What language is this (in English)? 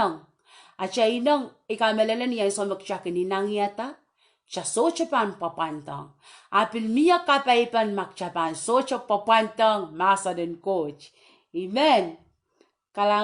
Pohnpeian